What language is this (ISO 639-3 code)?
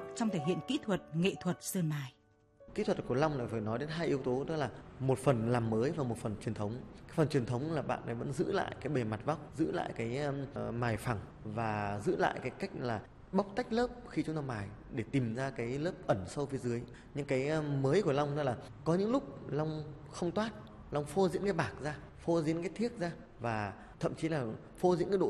vie